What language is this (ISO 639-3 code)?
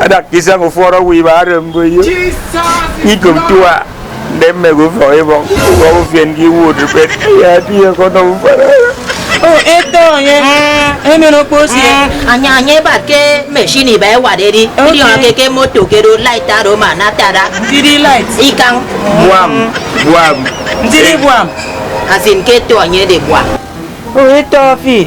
efi